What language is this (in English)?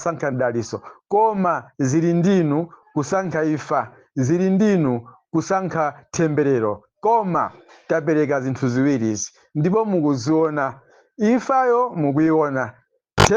Nyanja